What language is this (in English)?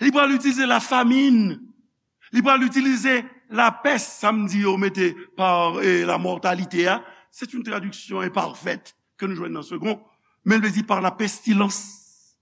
Haitian Creole